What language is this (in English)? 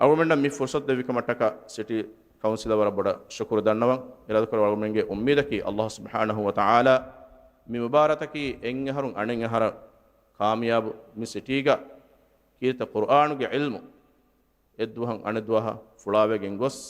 Divehi